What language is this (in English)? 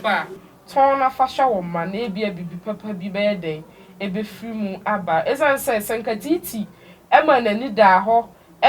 Akan